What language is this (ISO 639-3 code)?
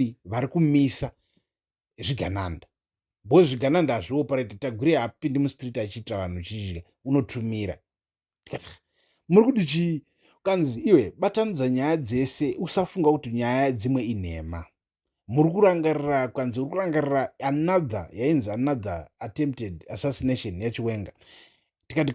sna